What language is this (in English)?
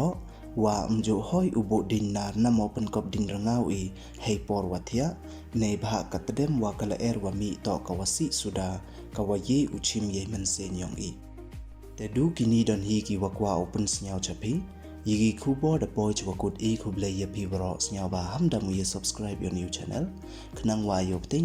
Pnar